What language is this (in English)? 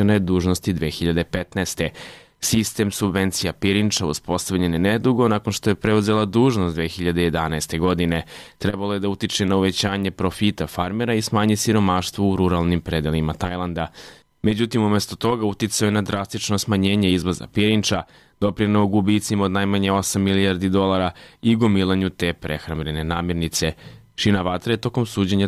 Serbian